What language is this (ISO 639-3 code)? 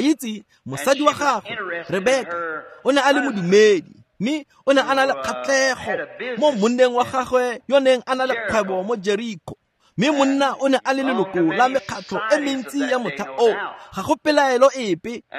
tsn